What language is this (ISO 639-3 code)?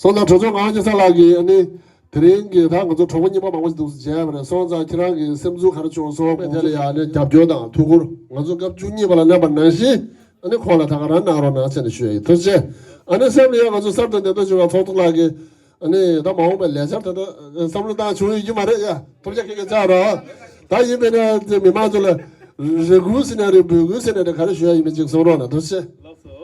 bod